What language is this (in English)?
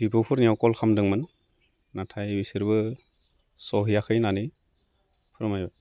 Bodo